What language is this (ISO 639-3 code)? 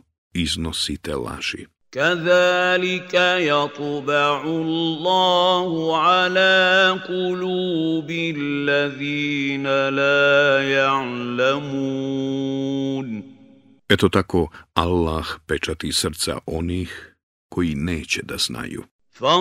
bos